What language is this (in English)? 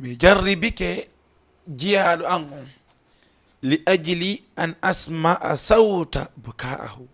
Fula